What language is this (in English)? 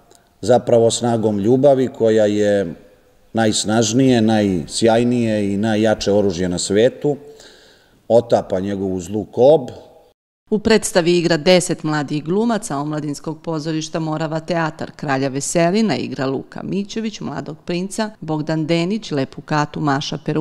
Serbian